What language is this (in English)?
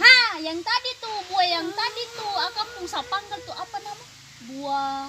Ambonese Malay